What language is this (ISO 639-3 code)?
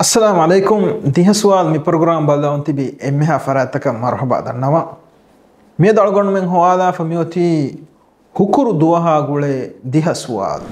div